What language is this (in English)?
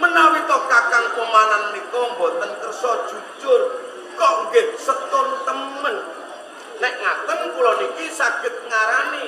Javanese